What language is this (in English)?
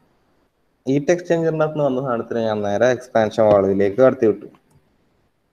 Malayalam